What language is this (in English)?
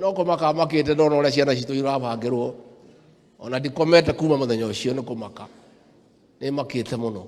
Kikuyu